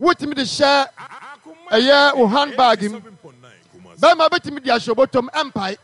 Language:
Akan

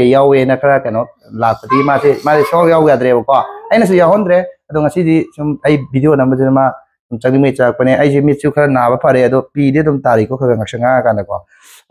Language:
Manipuri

